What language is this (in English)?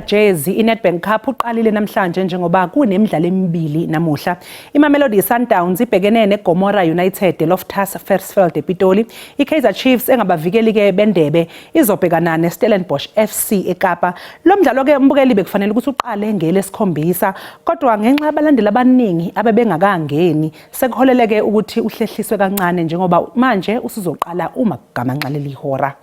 Zulu